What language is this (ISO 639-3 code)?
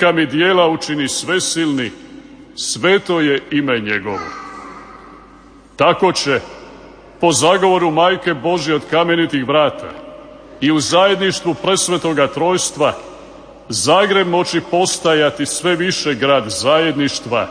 hrv